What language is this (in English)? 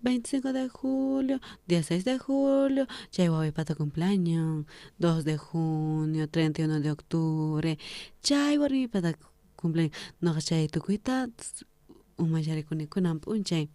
South Bolivian Quechua